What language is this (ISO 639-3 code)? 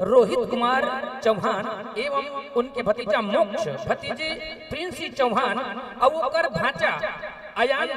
hne